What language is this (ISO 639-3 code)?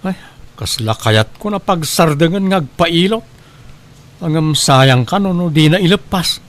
ilo